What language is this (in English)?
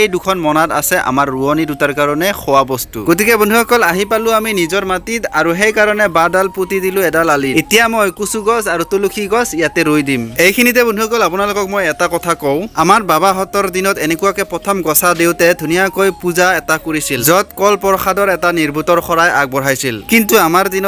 Assamese